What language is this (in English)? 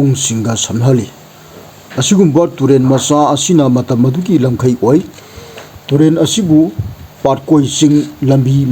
Manipuri